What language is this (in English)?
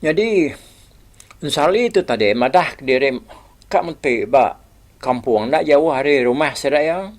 Iban